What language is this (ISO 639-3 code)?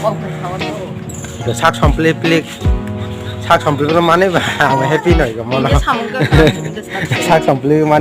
trp